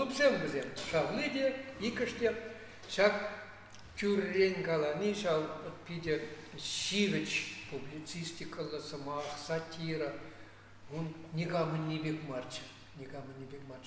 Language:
Chuvash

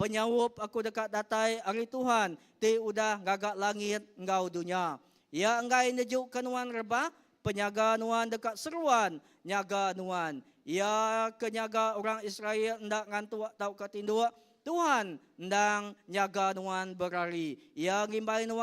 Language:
Iban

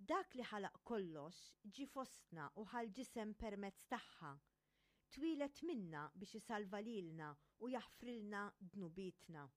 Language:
Maltese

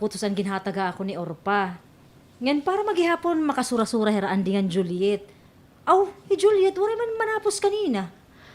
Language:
Waray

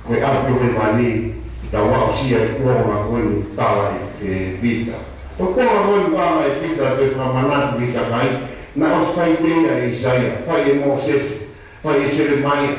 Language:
Tongan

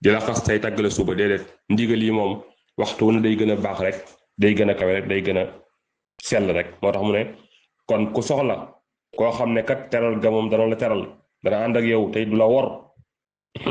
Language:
Wolof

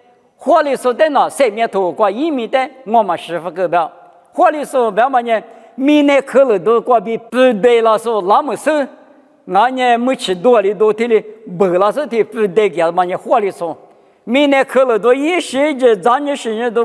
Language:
Lisu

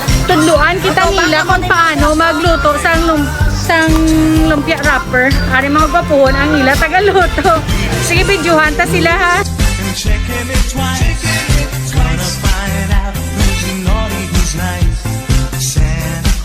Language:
Hiligaynon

